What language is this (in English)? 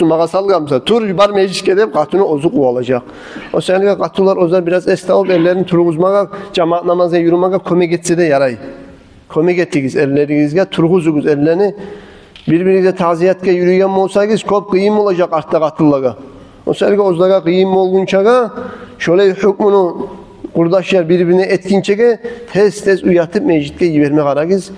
Kumyk